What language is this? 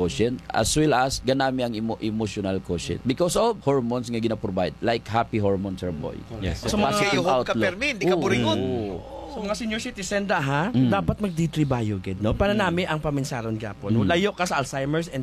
Hiligaynon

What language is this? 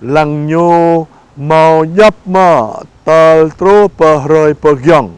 Jarai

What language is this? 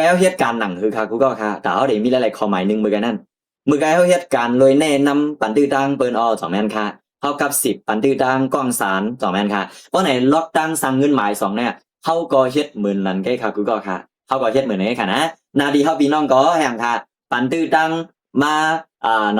Shan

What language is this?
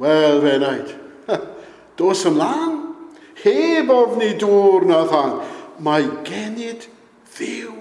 Welsh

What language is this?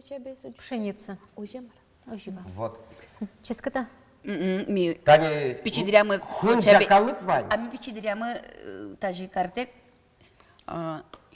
Udmurt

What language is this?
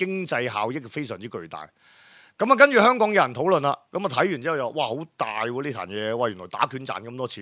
Cantonese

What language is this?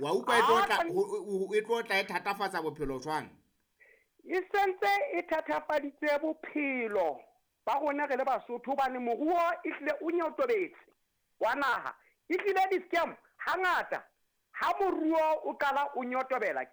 Southern Sotho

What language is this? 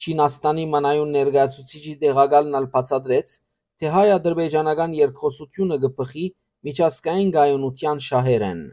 Western Armenian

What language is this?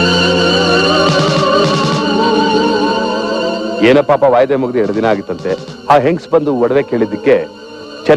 Kannada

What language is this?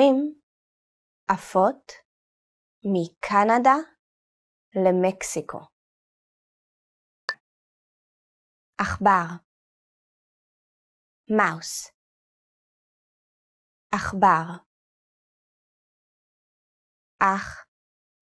Hebrew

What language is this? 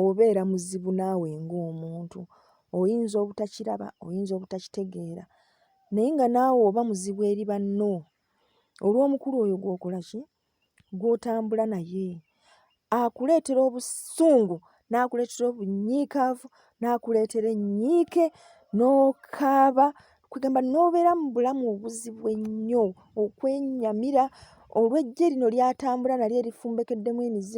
Ganda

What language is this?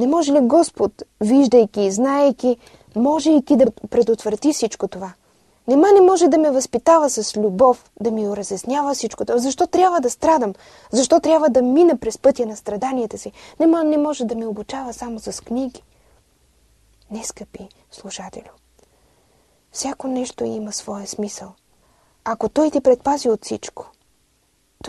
Bulgarian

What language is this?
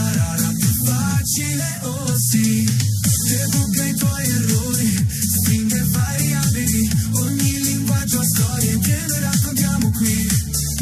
Italian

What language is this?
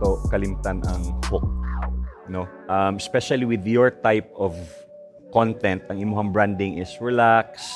Cebuano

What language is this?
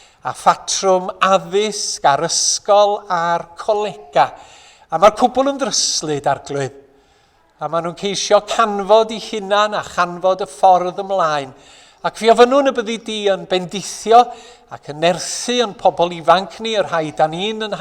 Welsh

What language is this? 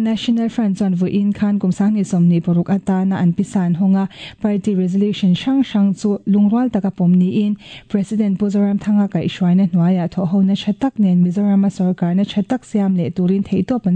Mizo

